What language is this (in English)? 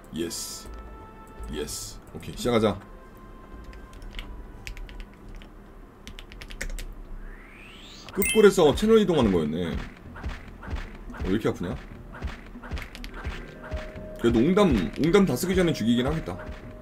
Korean